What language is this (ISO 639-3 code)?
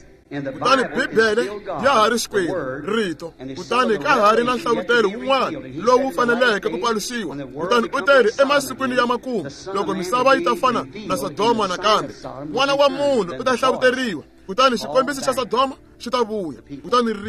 tso